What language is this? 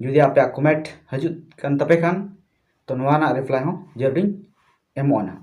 Santali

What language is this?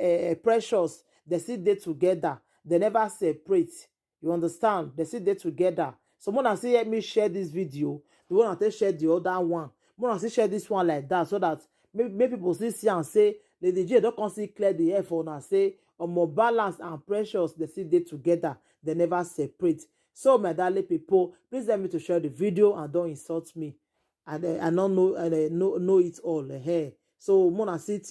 Nigerian Pidgin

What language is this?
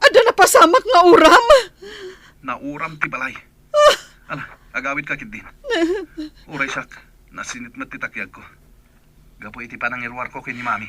Iloko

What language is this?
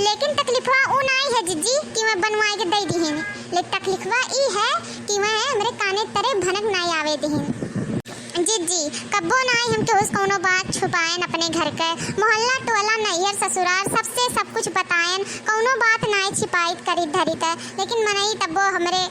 Awadhi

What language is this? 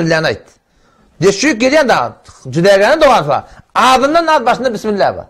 Turkmen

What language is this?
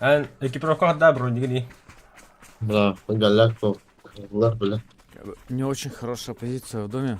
Yakut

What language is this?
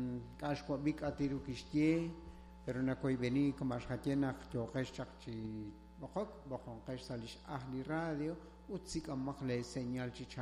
Kekchí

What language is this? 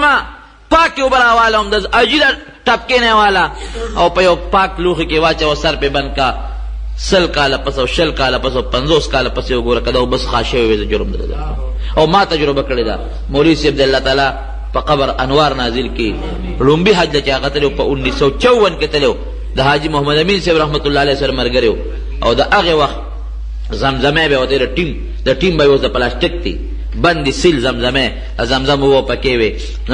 Pashto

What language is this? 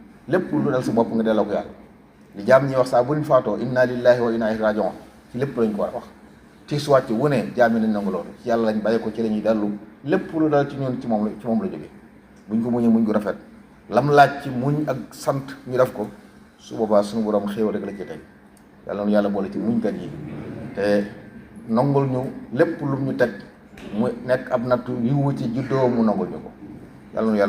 Wolof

